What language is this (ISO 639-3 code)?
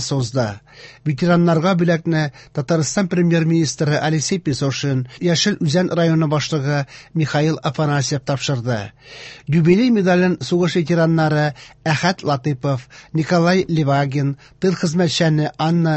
tat